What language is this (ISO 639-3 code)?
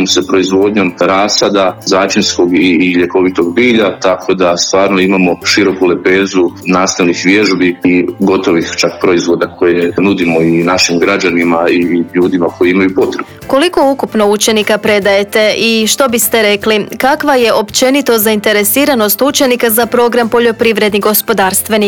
hrv